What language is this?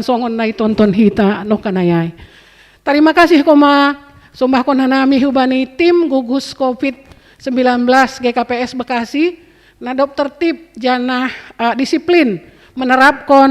Batak Simalungun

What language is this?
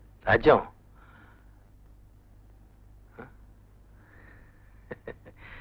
Telugu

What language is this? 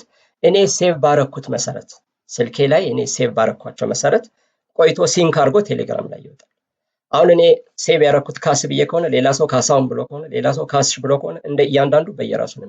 Amharic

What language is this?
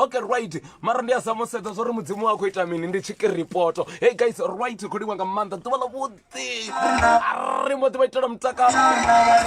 Venda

